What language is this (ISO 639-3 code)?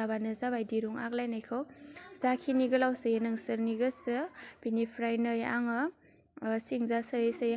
brx